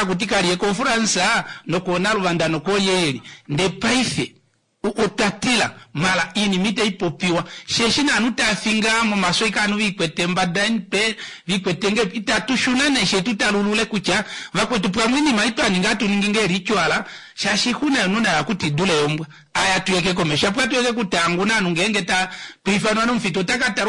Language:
Kuanyama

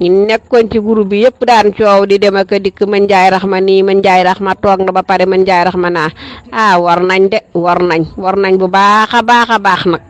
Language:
Wolof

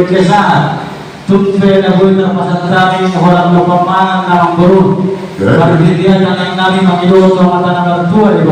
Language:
Batak Toba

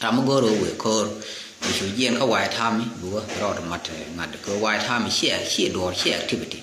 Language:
Nuer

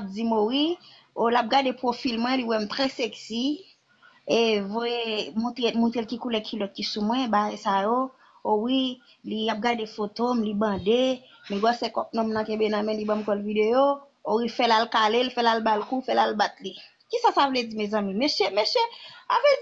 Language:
Haitian Creole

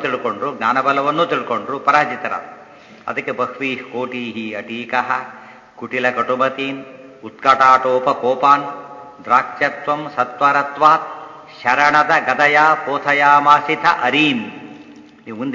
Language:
Kannada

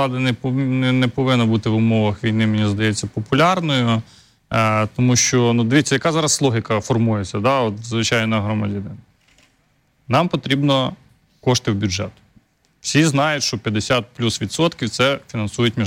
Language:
Ukrainian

